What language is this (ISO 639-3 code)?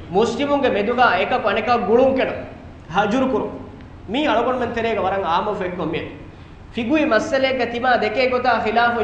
div